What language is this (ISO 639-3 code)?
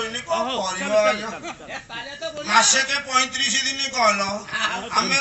ori